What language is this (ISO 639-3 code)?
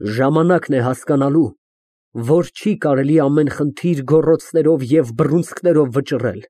hye